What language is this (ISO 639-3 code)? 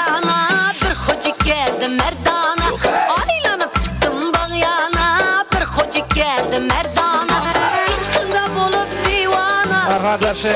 kaa